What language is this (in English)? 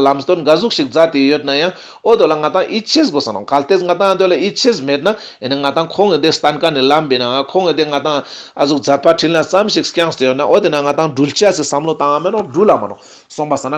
Ladakhi